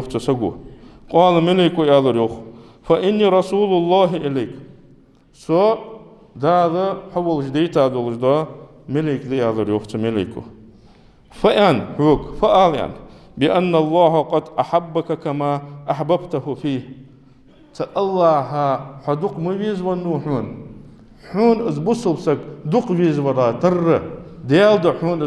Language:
Ingush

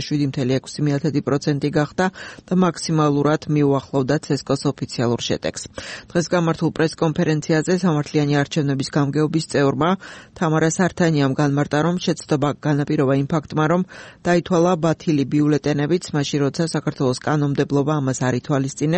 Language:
Georgian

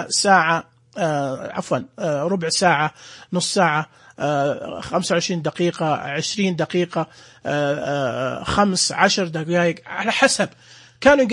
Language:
Najdi Arabic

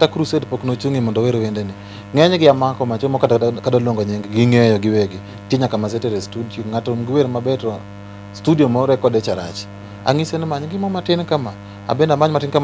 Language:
Luo (Kenya and Tanzania)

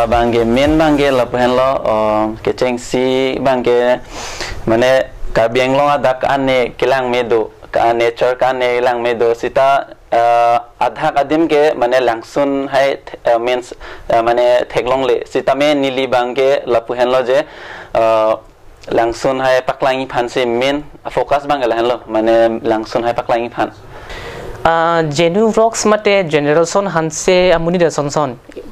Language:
Karbi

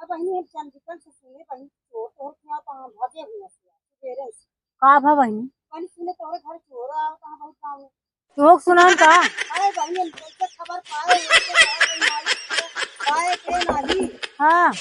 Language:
Awadhi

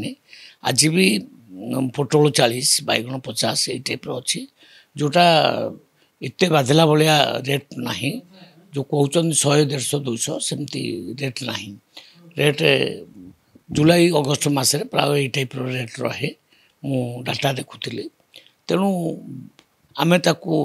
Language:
Odia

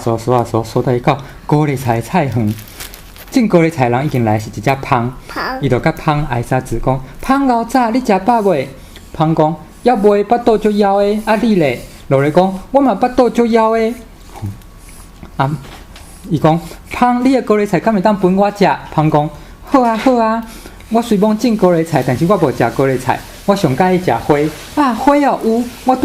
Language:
Min Nan Chinese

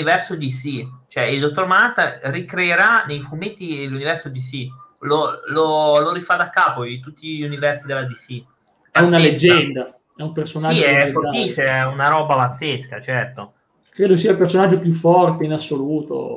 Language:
Italian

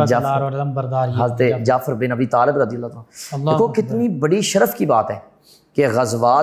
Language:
Urdu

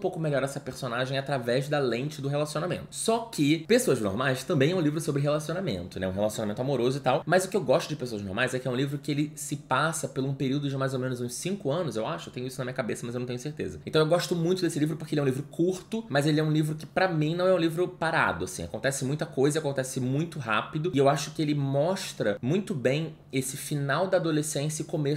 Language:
Portuguese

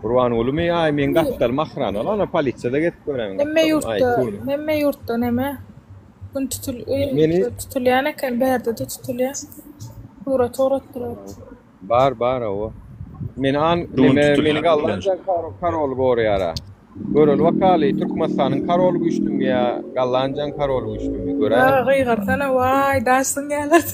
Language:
Turkmen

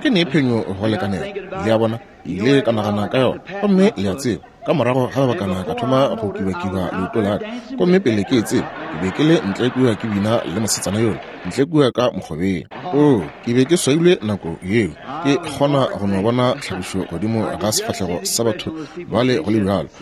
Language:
Northern Sotho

